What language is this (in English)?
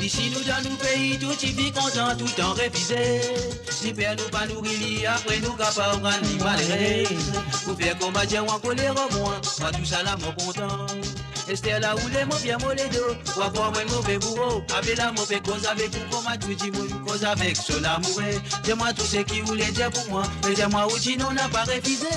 Morisyen